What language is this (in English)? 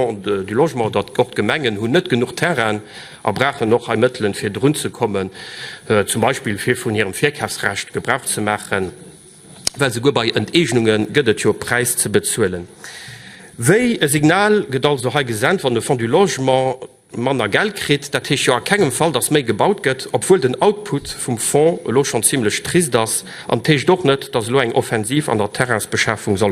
Luxembourgish